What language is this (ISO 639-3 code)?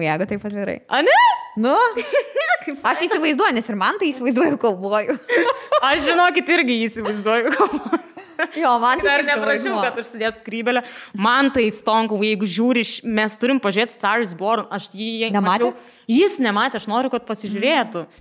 lit